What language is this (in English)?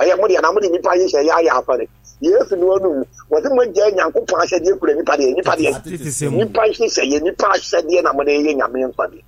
Akan